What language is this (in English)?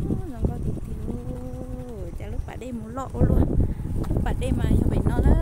Hmong